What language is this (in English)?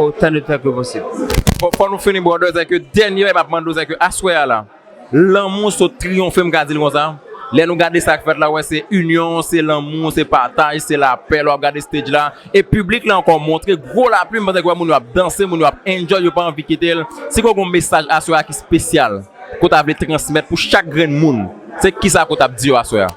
Haitian Creole